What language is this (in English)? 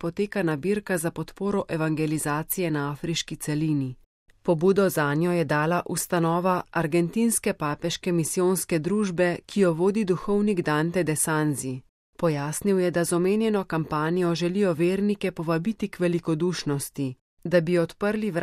Slovenian